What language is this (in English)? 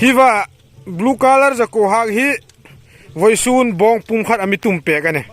Hmar